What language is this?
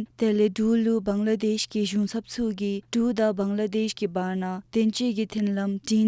Dzongkha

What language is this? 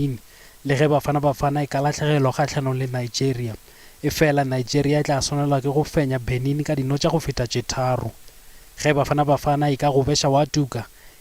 Northern Sotho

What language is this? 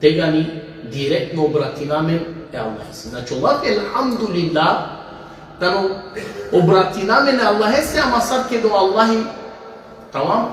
Balkan Romani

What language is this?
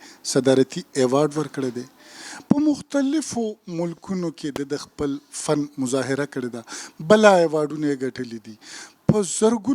Pashto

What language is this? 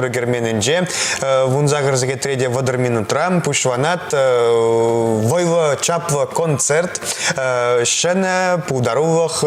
Chuvash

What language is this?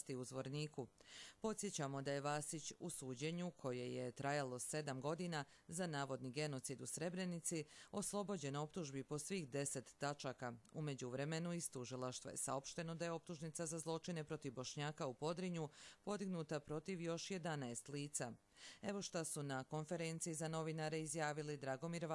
Bosnian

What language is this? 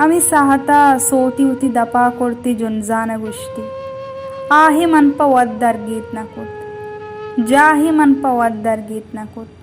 Baluchi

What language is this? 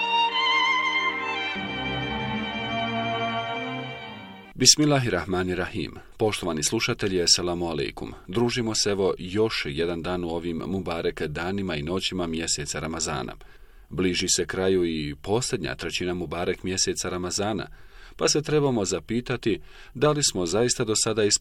Bosnian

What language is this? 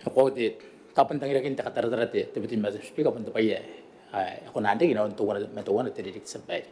Gilbertese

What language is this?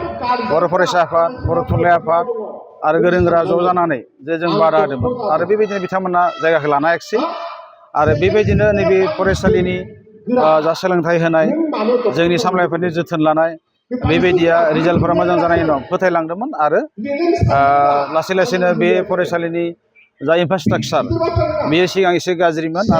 Bodo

